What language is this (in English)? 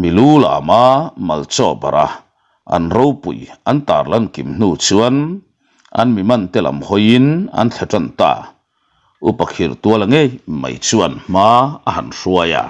Mizo